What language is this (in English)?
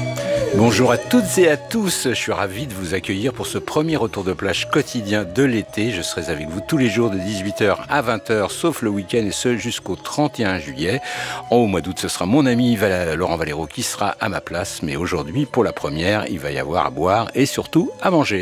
French